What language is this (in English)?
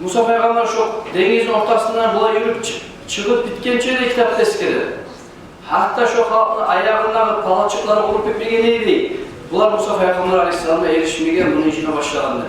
Kumyk